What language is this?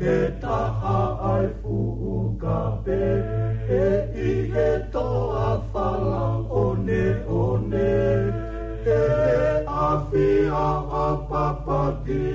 Tongan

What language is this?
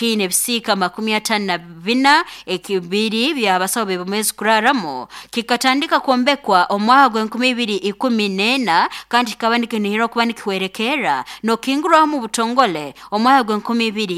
Nyoro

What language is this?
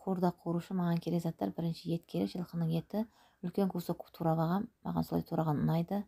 Kazakh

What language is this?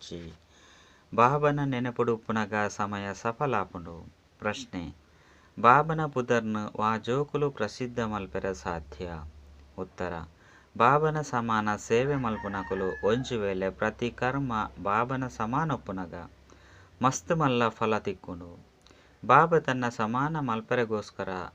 Tulu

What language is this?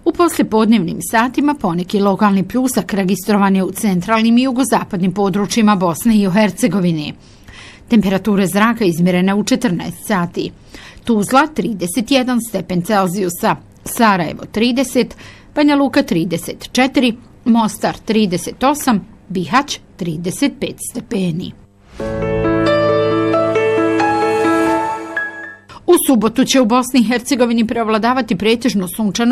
Bosnian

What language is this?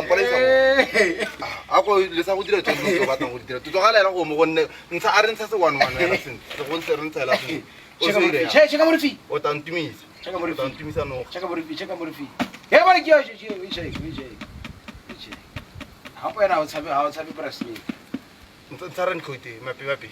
Tswana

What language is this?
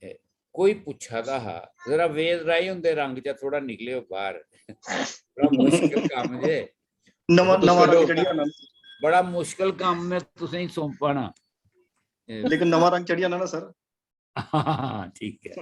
Dogri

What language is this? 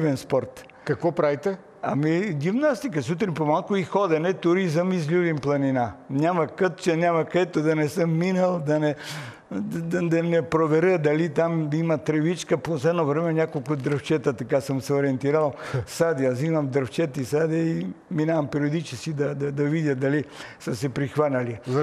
Bulgarian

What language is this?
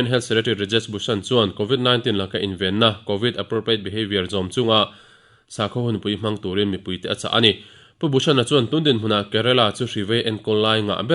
Mizo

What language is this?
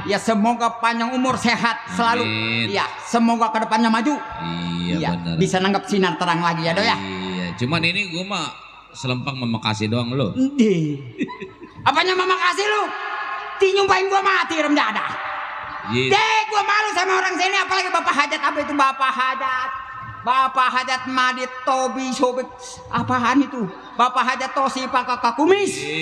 Betawi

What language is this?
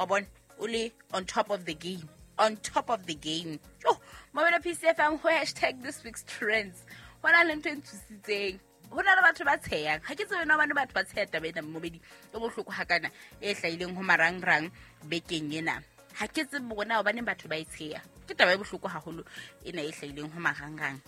Southern Sotho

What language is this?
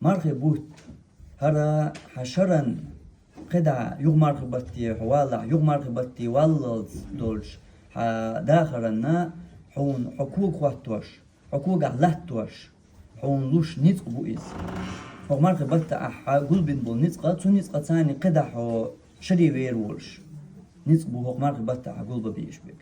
Chechen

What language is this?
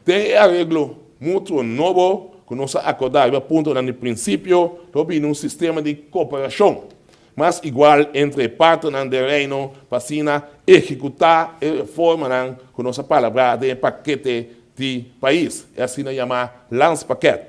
Papiamento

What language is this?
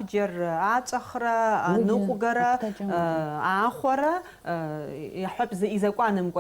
Abkhazian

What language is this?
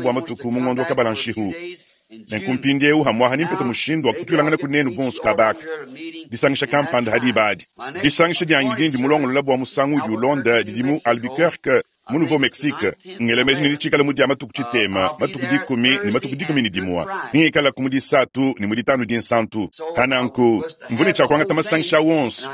Luba-Lulua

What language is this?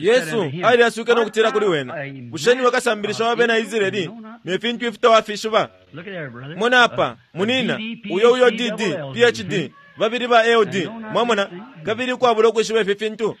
Bemba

